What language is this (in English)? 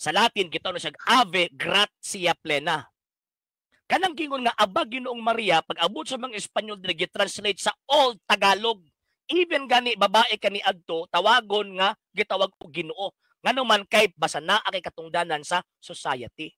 Cebuano